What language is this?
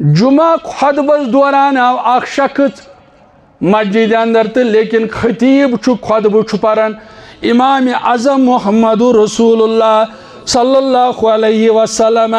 Kashmiri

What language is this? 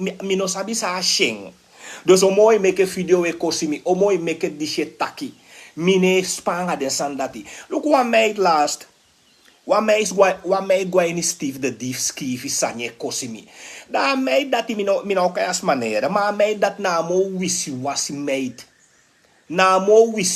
Sranan Tongo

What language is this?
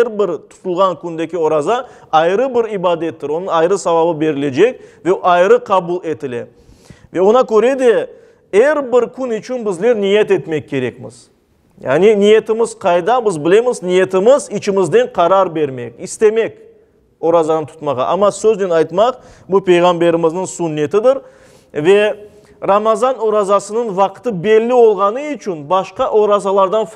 Crimean Tatar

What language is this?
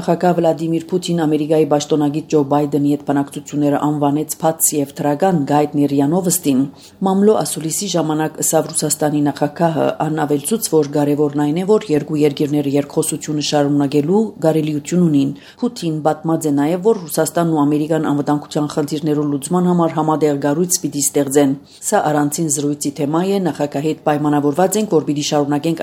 Armenian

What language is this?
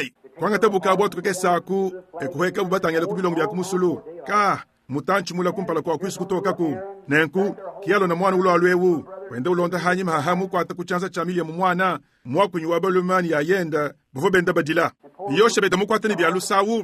Luba-Lulua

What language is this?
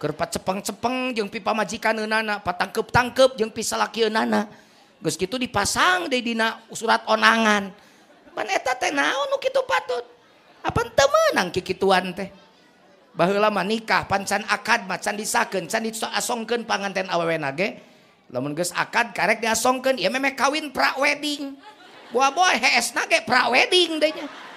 Sundanese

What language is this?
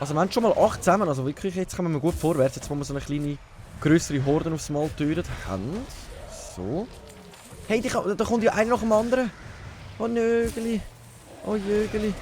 Swiss German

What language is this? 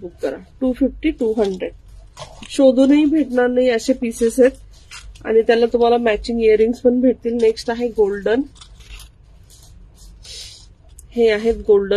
Marathi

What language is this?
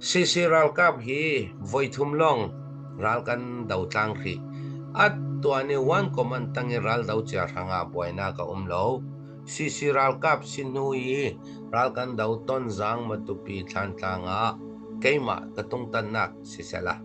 Falam Chin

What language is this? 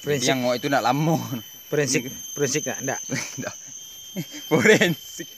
Minangkabau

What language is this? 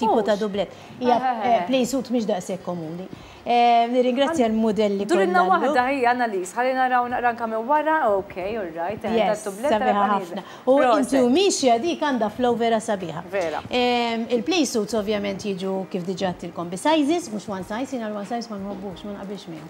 Maltese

